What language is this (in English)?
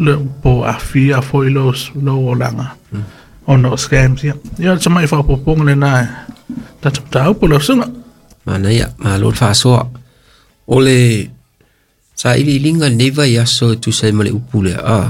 Samoan